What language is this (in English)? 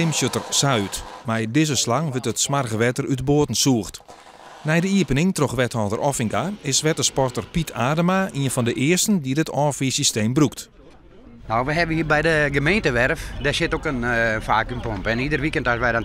Western Frisian